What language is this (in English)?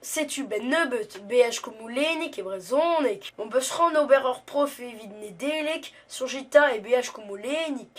Breton